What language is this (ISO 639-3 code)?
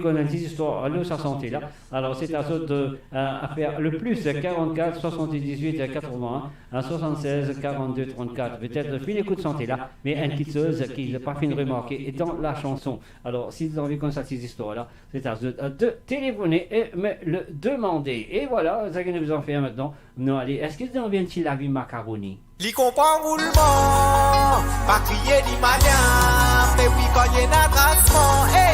mfe